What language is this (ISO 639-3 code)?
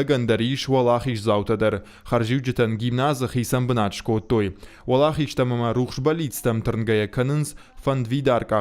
oss